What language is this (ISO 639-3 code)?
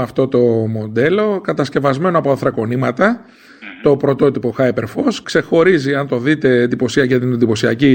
ell